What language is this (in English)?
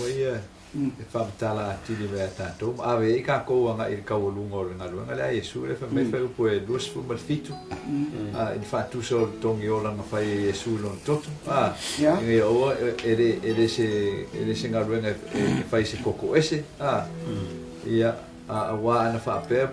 Samoan